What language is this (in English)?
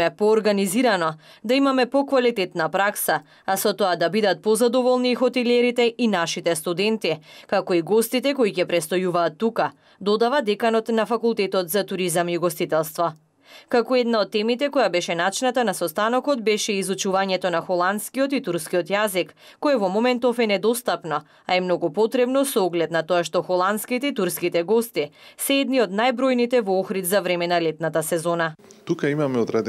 Macedonian